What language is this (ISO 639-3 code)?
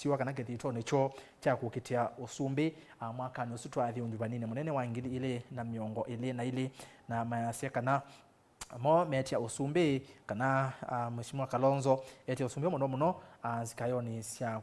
kam